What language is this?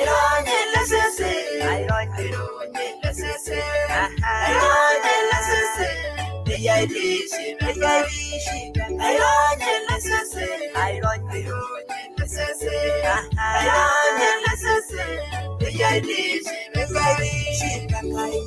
Masai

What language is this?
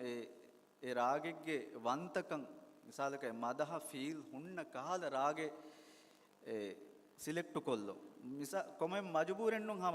Divehi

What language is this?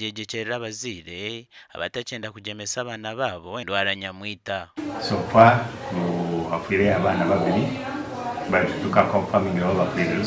Nyankole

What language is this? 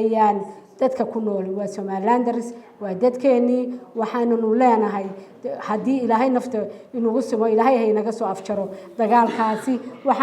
Somali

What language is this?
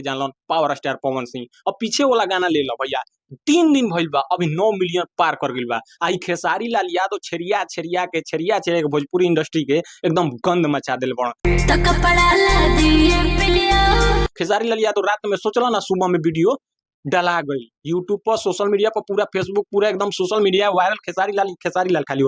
Bhojpuri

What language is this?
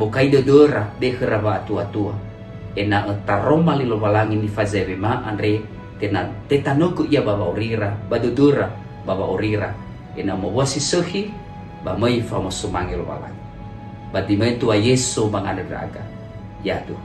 Nias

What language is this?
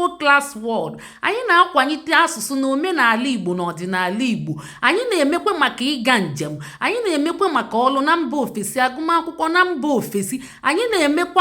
Igbo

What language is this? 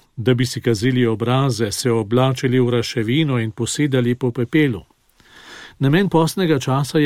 Slovenian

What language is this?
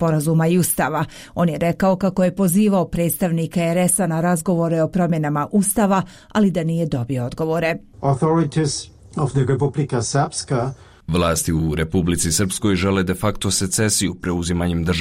Bosnian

